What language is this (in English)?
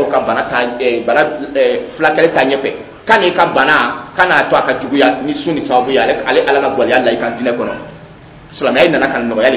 Dyula